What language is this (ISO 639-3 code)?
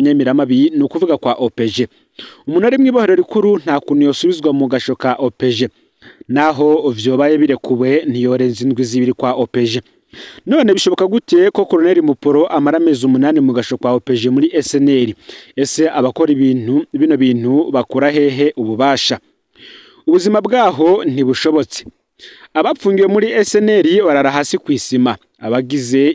run